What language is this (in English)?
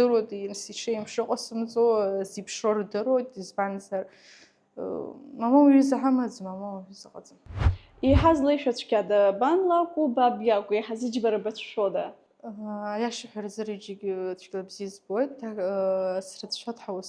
Abkhazian